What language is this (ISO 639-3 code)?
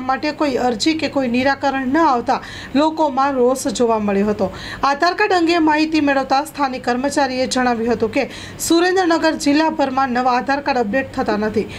guj